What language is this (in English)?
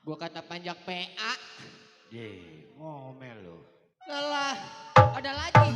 Betawi